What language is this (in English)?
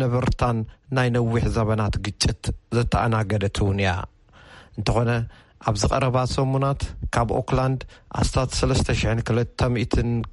Tigrinya